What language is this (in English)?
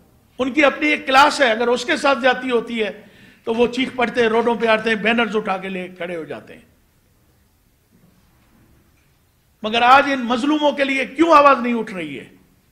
Urdu